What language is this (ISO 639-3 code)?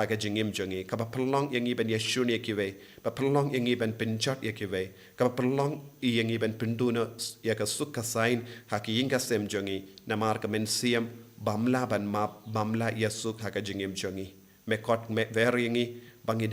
kha